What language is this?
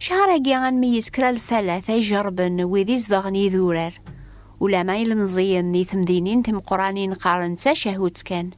Kabyle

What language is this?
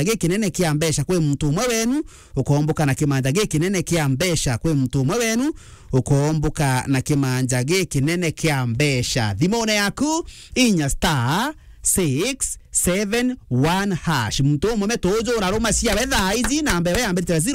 Meru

